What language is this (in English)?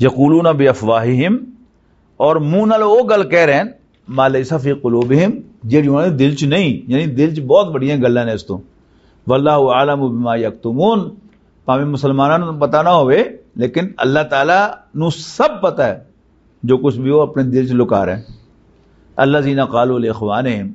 Western Panjabi